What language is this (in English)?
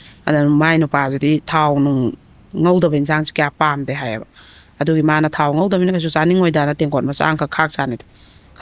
Manipuri